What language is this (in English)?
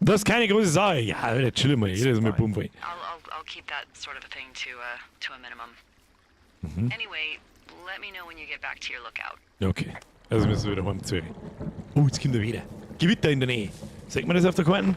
Bavarian